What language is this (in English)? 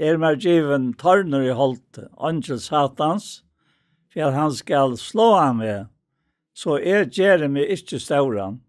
Faroese